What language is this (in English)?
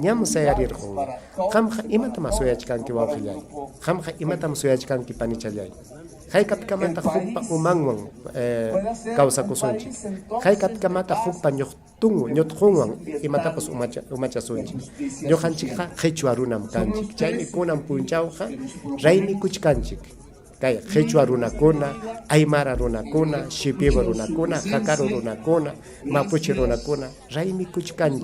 Ayacucho Quechua